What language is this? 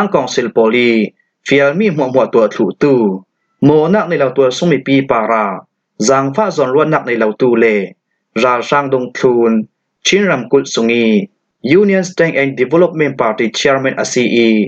Falam Chin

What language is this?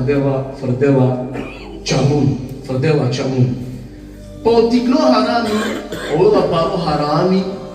Balkan Romani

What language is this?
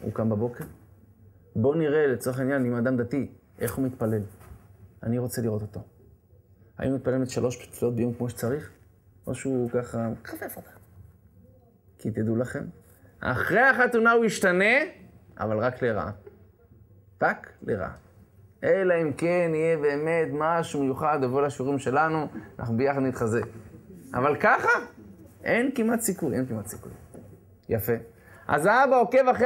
Hebrew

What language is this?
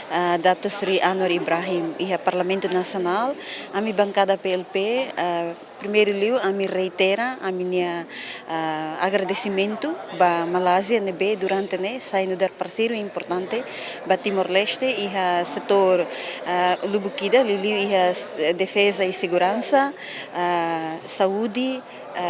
Tetum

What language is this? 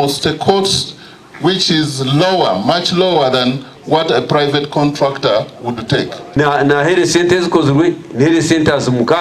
Nyankole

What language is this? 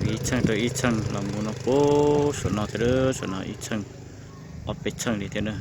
Hmong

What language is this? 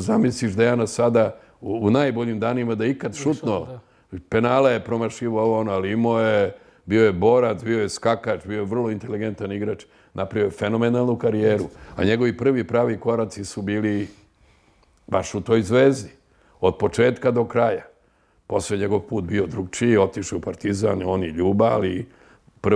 Serbian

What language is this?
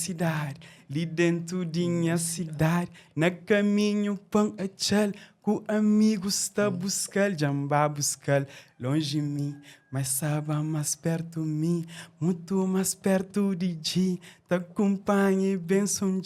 Kabuverdianu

